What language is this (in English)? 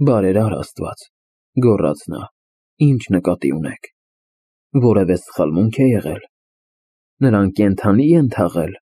Armenian